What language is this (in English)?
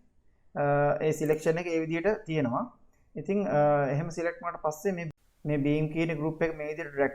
Sinhala